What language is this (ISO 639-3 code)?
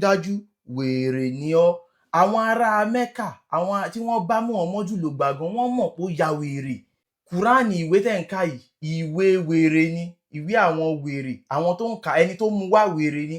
yor